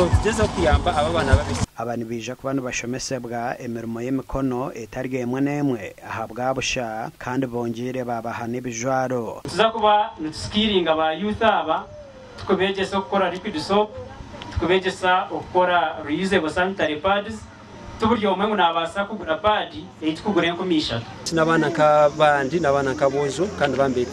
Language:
Nyankole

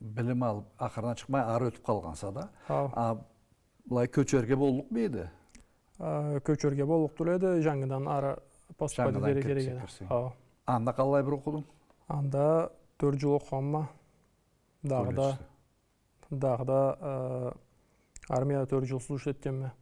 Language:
Karachay-Balkar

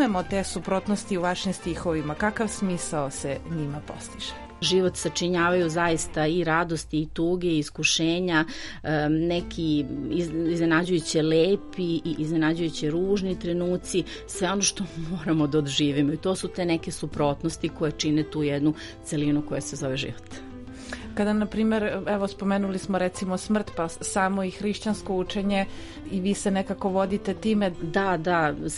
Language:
Serbian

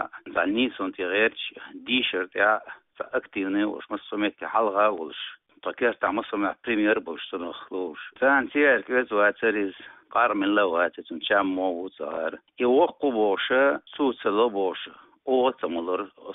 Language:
Chechen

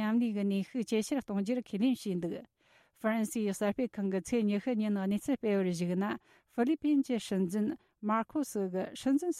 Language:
Tibetan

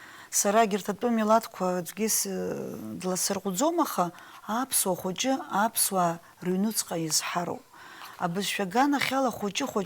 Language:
Abkhazian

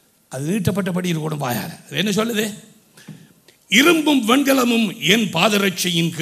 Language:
Tamil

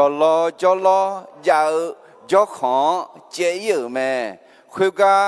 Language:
Akha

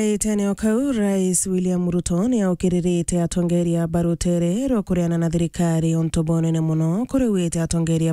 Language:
Meru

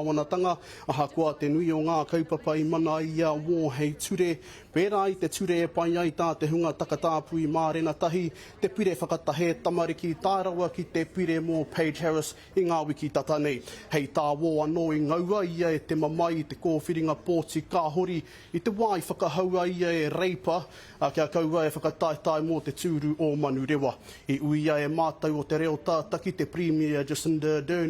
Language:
Māori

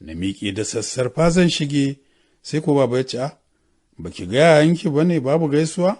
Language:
Hausa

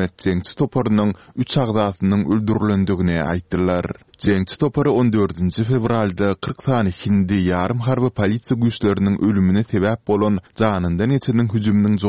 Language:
Turkmen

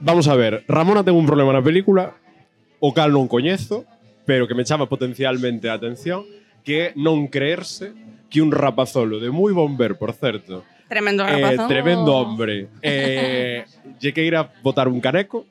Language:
Galician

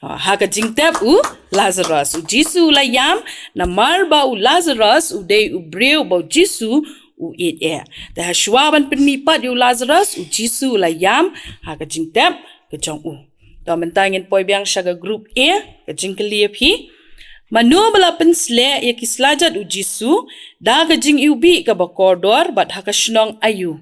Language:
Khasi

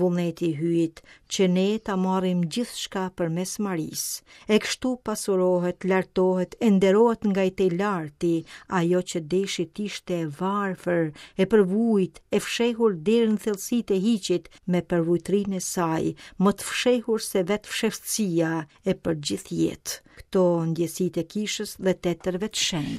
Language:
Albanian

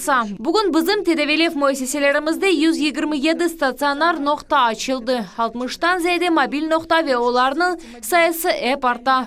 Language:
Crimean Tatar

